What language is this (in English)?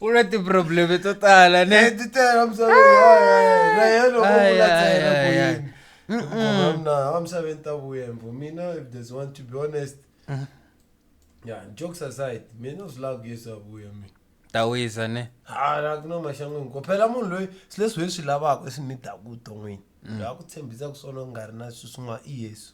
Tsonga